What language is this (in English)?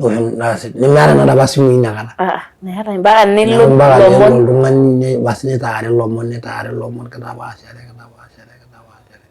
Masai